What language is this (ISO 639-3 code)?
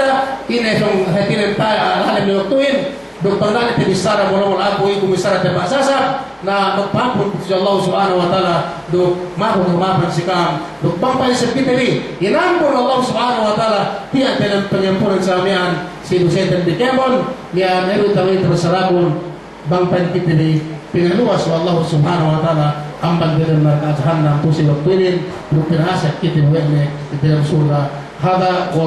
yka